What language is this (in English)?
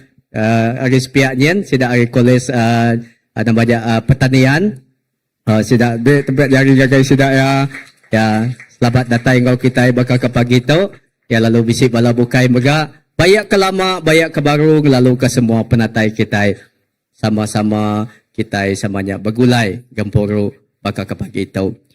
Iban